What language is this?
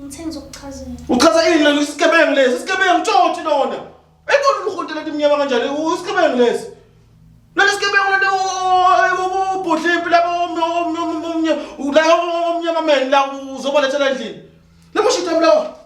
Zulu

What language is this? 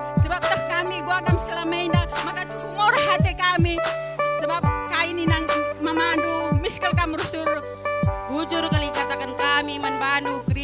Batak Karo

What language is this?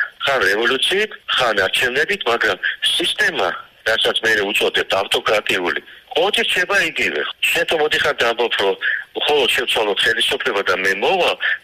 Georgian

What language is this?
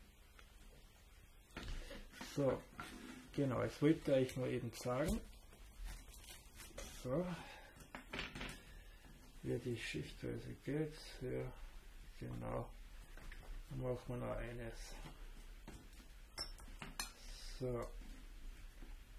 German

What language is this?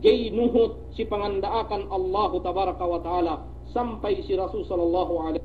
Yakan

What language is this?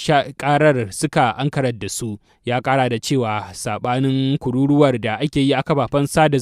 Hausa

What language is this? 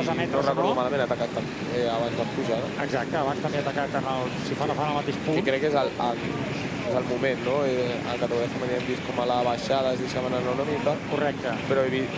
Catalan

